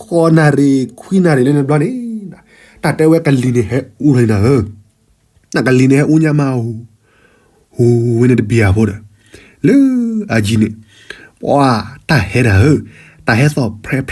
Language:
S'gaw Karen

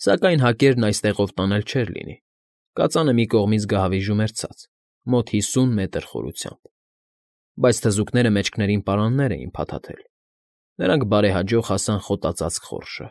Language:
Armenian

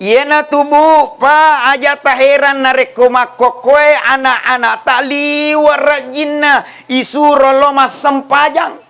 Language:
Buginese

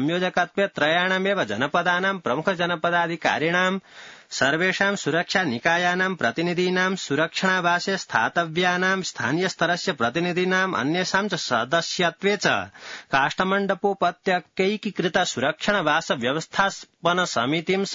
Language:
Sanskrit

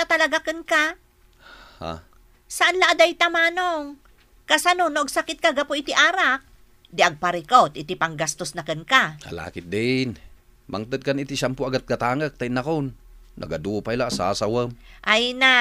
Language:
Iloko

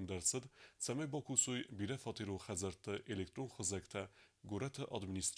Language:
Ossetic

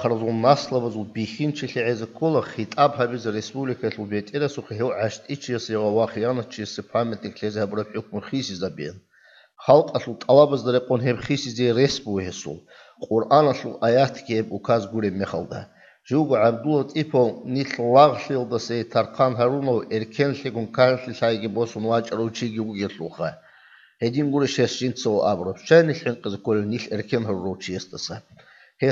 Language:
Avaric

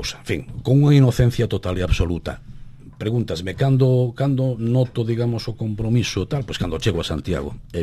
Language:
Galician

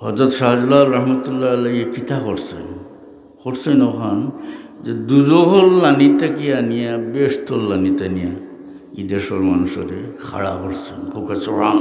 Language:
Sylheti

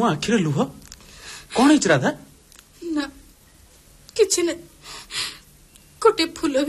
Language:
Odia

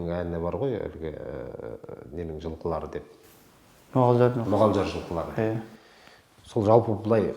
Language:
Kazakh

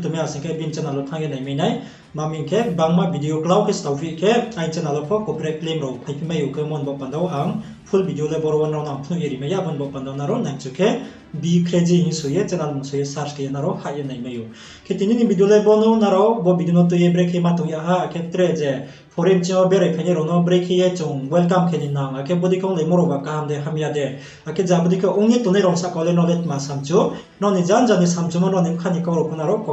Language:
Riang (India)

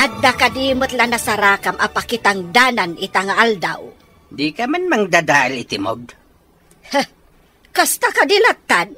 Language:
Iloko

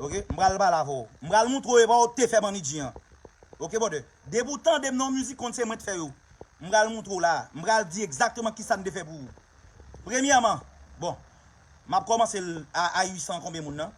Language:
Haitian Creole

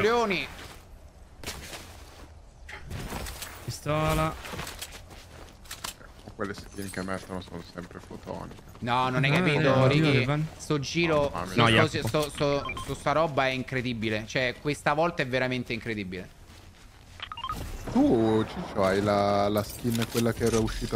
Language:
Italian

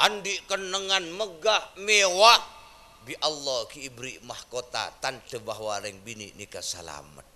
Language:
Madurese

